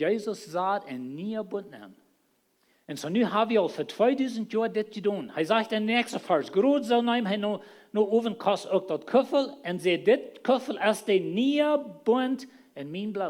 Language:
Plautdietsch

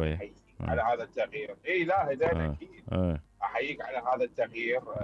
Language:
Mesopotamian Arabic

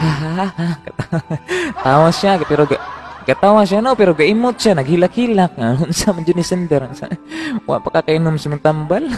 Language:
Cebuano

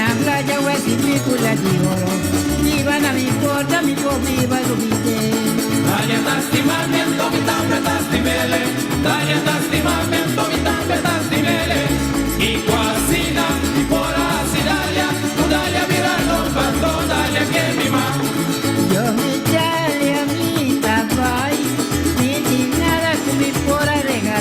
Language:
Papiamento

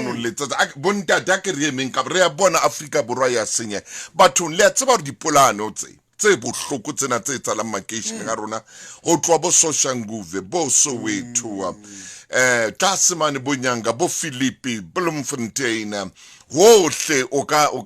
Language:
Southern Sotho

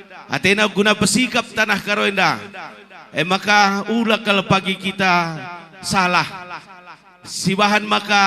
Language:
Batak Karo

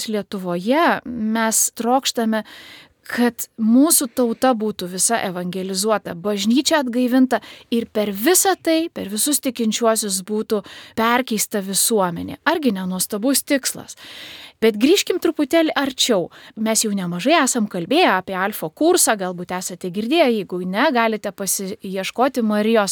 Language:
Lithuanian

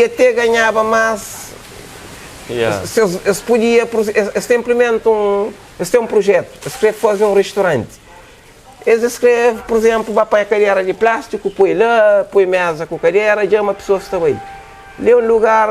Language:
Kabuverdianu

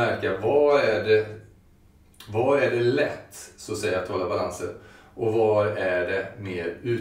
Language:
Swedish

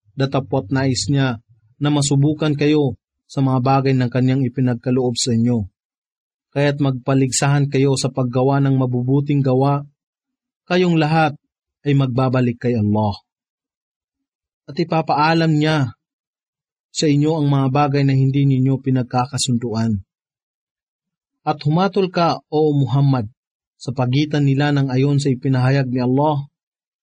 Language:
Filipino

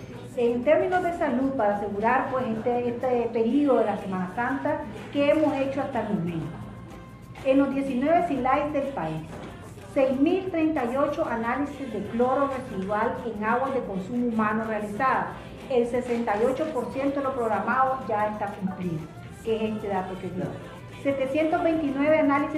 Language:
Spanish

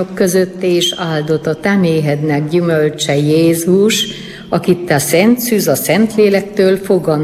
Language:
Hungarian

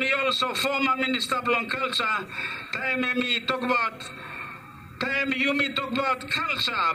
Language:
Bislama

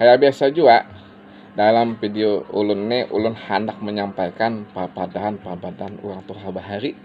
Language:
Banjar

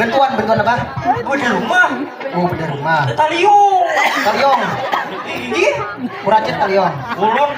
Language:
Banjar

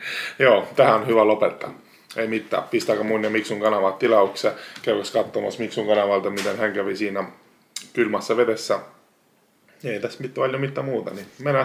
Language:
Finnish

